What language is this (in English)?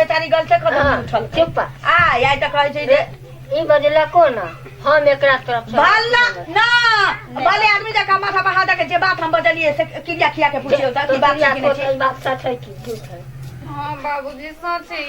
Maithili